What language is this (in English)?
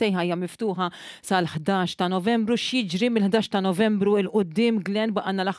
Maltese